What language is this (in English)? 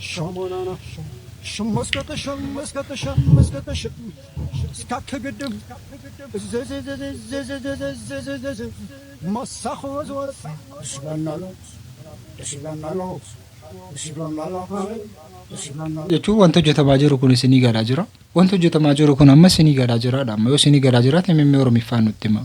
Oromo